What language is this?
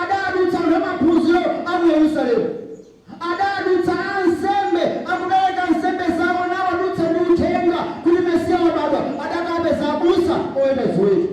Nyanja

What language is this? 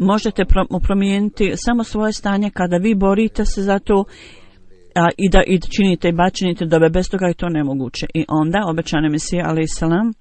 Bosnian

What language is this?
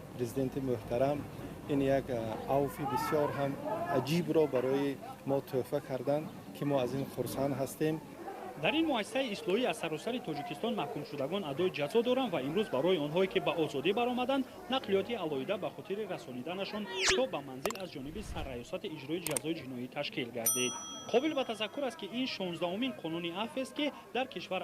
Tajik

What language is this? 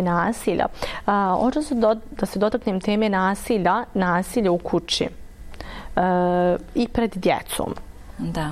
Bosnian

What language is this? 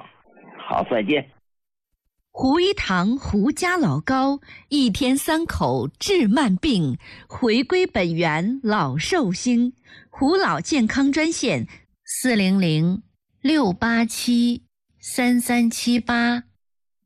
Chinese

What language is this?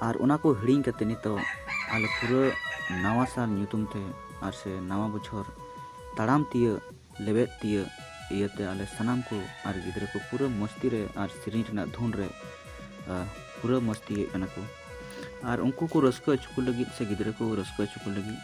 Santali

